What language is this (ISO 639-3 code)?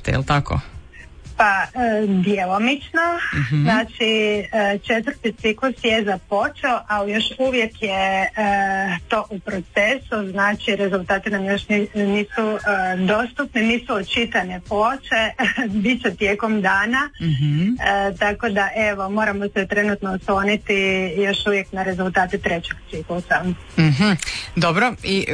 hrv